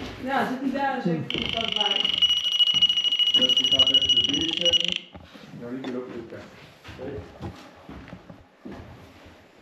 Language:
Dutch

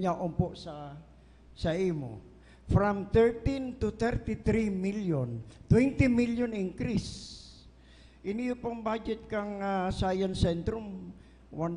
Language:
Bikol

